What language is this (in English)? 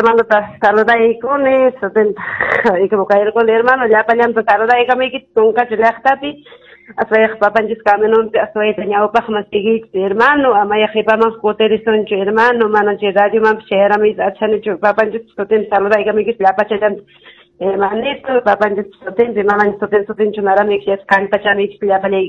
Ayacucho Quechua